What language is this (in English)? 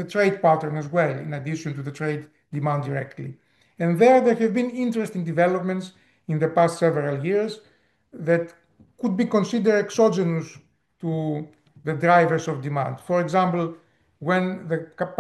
English